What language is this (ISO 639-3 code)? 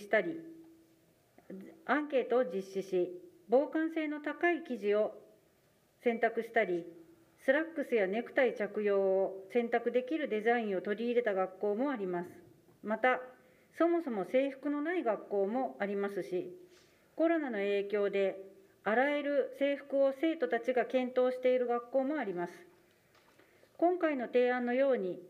jpn